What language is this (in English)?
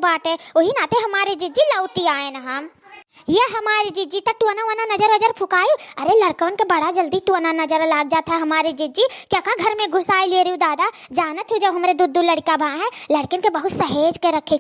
Awadhi